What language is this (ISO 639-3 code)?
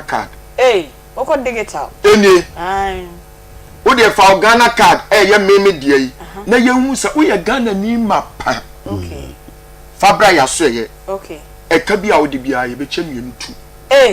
aka